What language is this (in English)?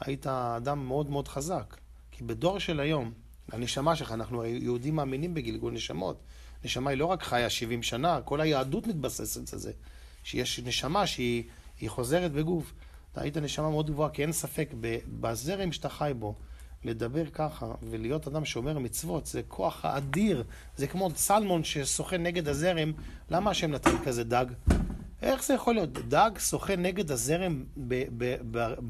Hebrew